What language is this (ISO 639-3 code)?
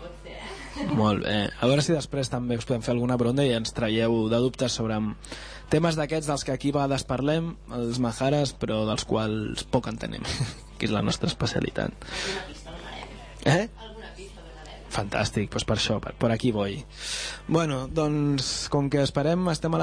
cat